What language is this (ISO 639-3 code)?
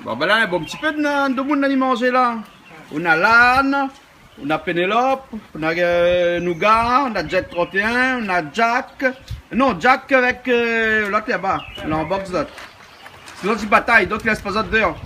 rcf